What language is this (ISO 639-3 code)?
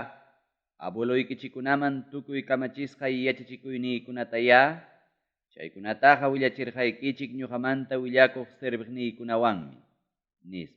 quy